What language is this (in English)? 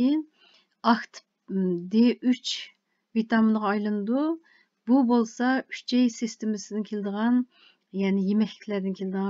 Uyghur